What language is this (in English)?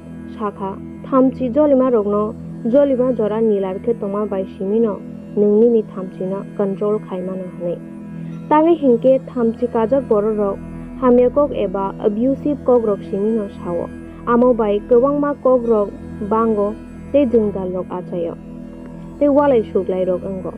Kok Borok